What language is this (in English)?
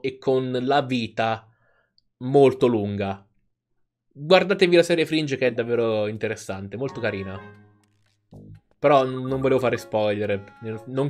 Italian